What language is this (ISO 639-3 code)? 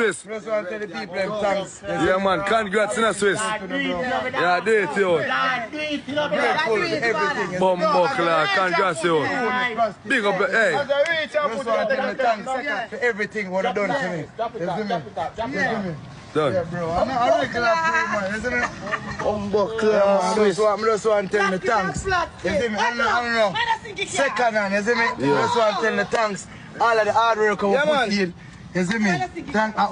jam